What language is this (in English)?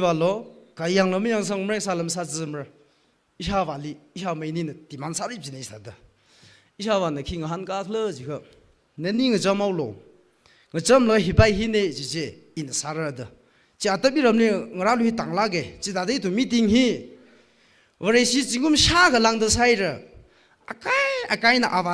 Tangkhul Naga (India)